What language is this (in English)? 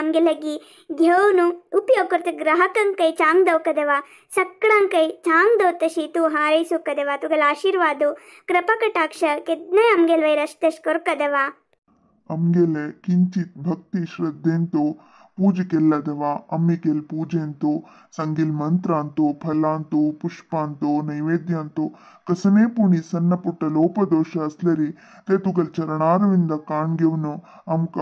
Konkani